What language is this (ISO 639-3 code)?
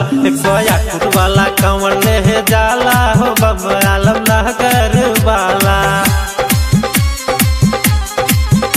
bho